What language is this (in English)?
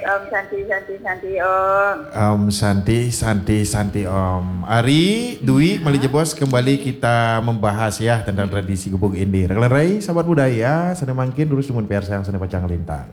Balinese